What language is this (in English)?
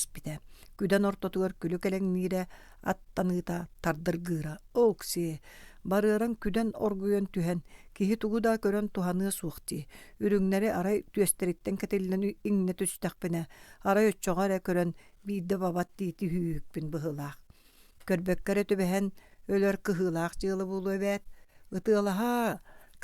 Yakut